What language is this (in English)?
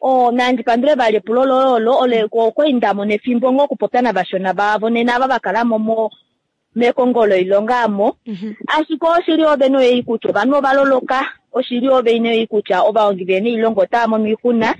Kuanyama